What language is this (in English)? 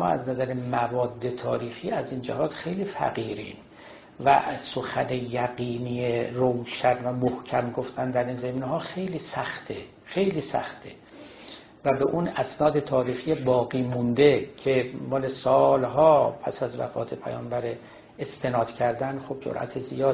Persian